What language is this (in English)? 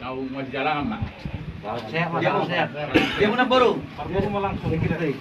Batak Toba